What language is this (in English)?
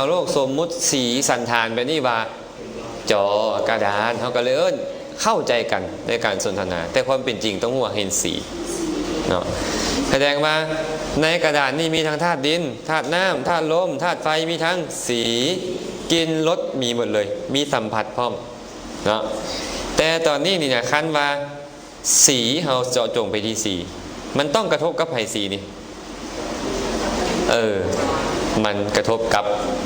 Lao